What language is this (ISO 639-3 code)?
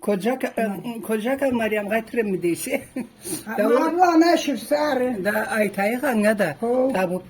krc